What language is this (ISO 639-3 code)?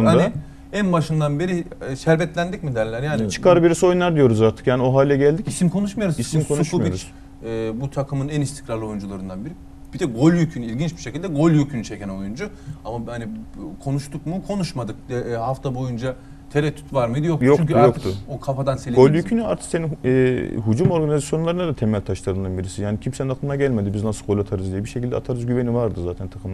tur